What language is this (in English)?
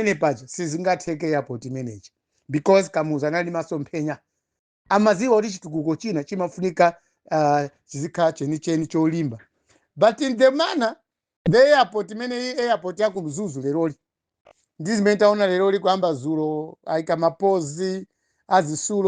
Nyanja